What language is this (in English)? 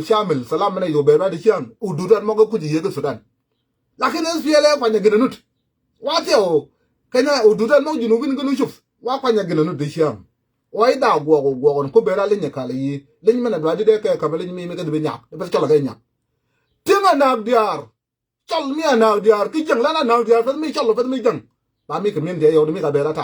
Nuer